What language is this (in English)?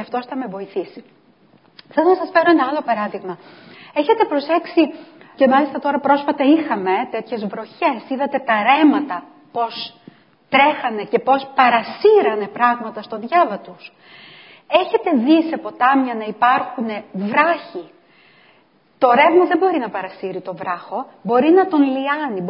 Greek